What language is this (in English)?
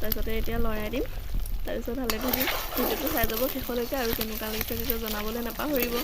Assamese